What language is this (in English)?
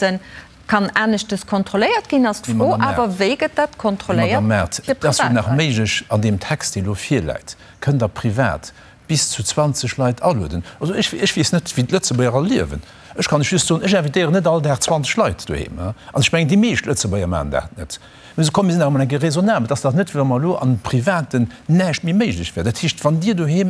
Luxembourgish